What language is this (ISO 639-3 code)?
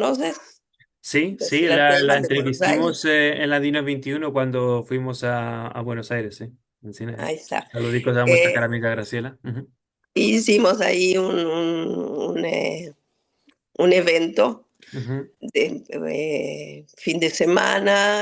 lad